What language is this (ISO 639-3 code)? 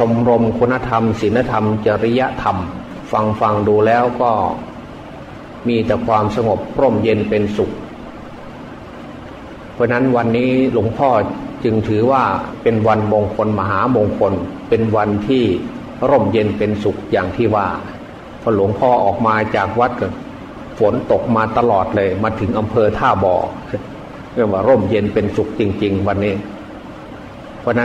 tha